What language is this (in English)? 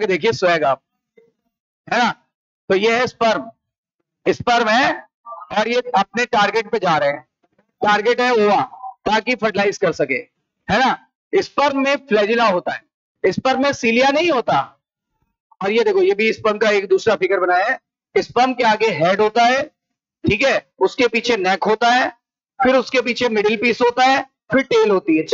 Hindi